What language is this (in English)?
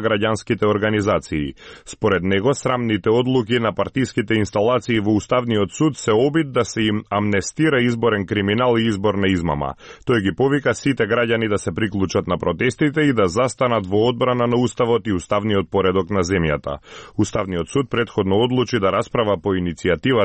Macedonian